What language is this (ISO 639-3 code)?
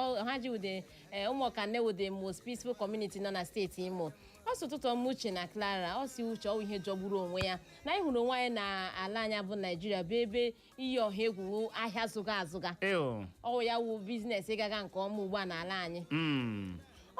ibo